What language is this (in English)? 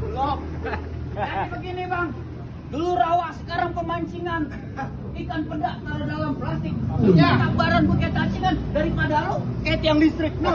Betawi